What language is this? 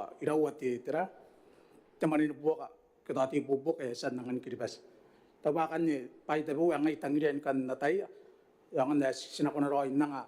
Gilbertese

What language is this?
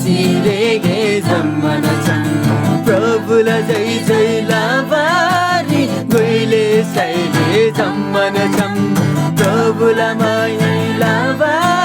Eastern Tamang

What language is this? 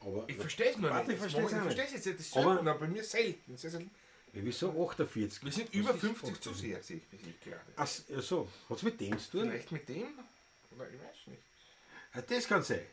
Bavarian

